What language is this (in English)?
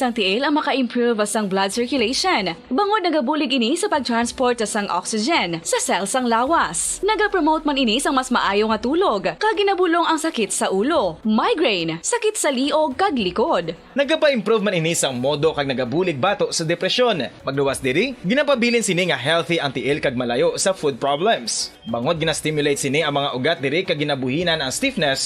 Hiligaynon